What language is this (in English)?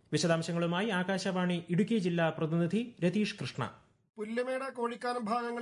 Malayalam